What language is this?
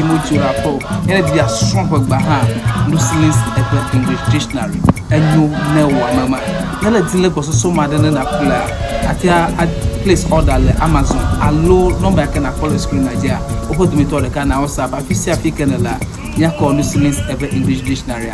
Ewe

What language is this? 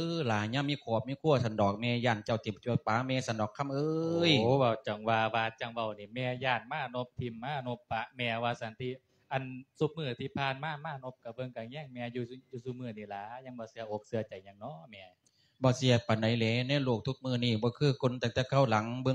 Lao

